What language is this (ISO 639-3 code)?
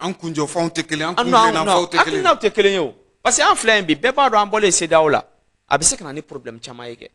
bam